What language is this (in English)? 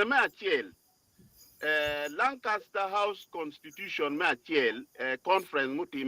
Acoli